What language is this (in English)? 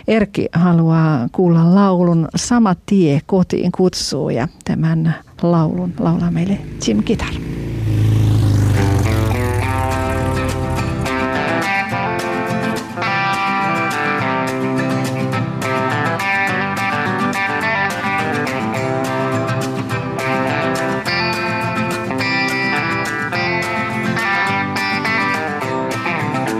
Finnish